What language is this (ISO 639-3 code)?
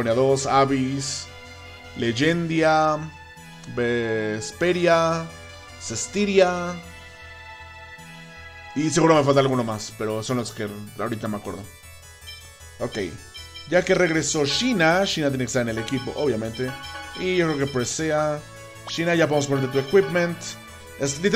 spa